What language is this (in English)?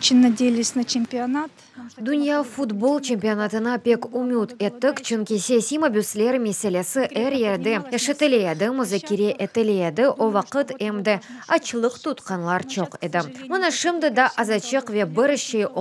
Crimean Tatar